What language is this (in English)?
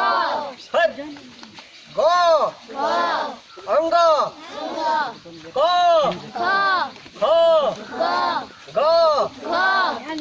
Maithili